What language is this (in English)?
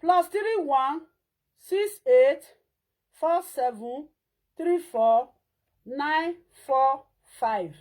Nigerian Pidgin